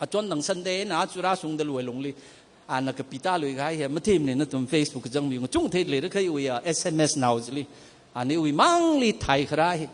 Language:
Tangkhul Naga (India)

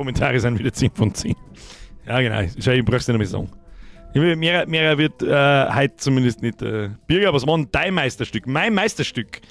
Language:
Bavarian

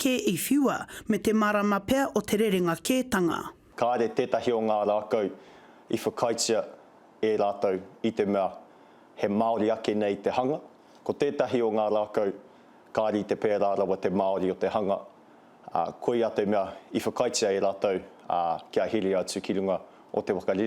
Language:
Māori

